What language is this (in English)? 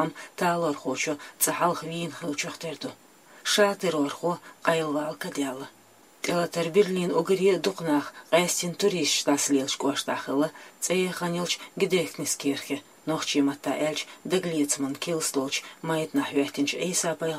Chechen